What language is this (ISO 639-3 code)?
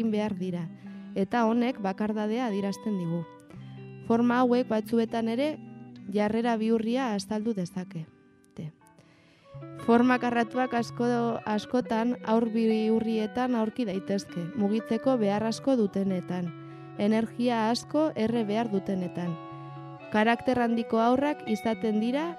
eus